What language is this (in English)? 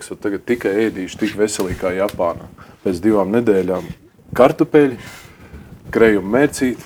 Latvian